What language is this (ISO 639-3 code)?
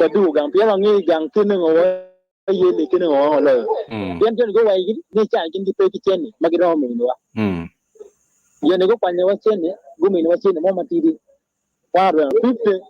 ach